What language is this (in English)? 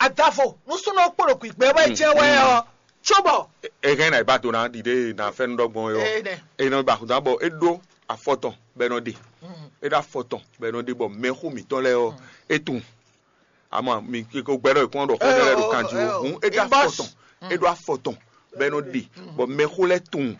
Fon